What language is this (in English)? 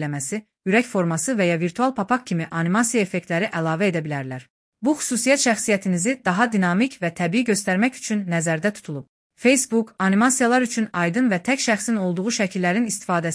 Azerbaijani